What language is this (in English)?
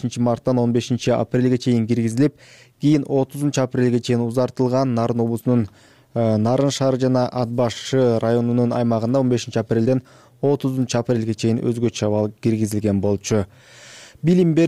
Kyrgyz